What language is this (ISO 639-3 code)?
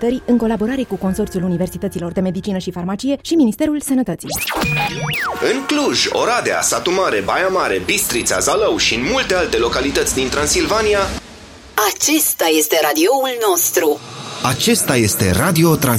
ron